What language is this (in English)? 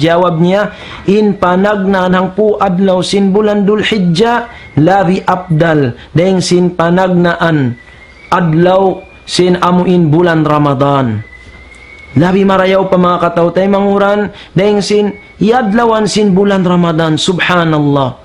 Tausug